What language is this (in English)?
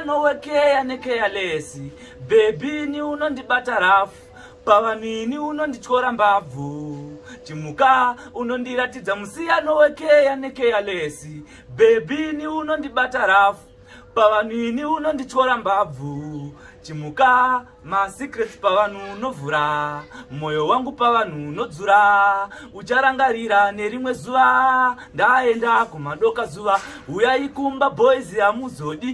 Shona